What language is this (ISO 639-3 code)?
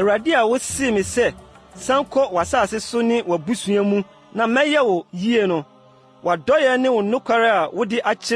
aka